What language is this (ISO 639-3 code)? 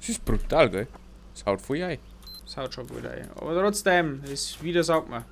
bar